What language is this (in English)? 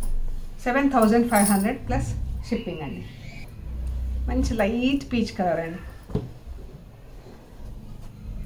Telugu